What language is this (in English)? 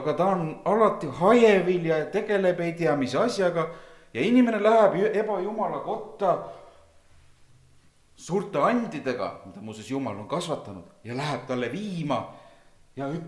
Estonian